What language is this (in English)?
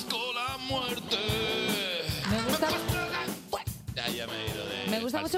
Spanish